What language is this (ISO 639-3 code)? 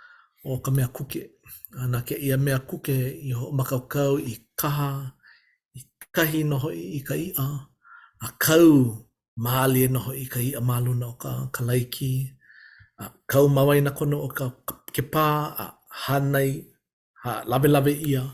haw